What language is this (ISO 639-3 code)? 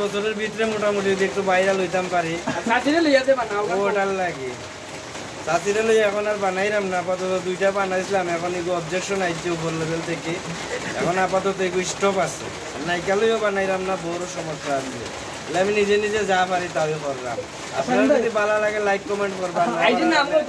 syl